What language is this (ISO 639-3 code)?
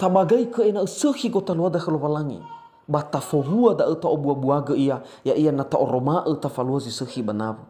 nia